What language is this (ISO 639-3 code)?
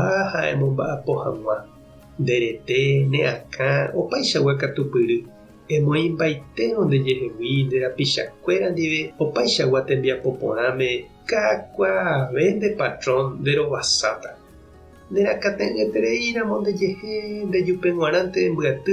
grn